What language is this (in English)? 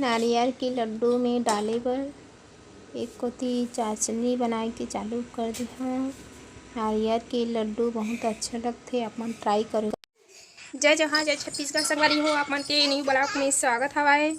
Chhattisgarhi